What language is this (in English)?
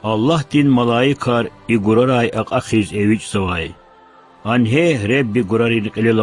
Lezghian